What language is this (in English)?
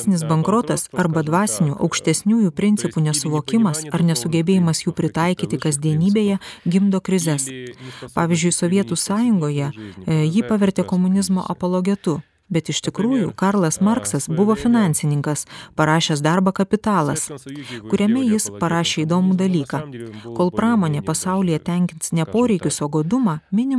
Lithuanian